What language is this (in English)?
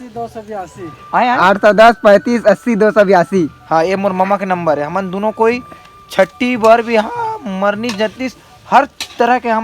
Chhattisgarhi